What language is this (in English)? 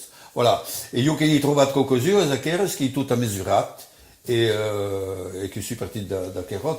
Occitan